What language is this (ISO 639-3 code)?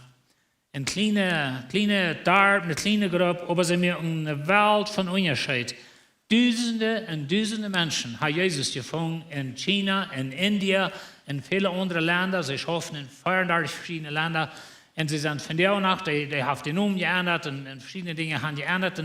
pdt